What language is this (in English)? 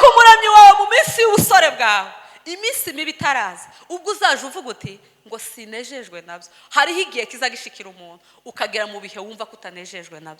Kinyarwanda